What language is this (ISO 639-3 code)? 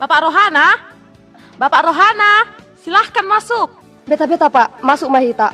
bbc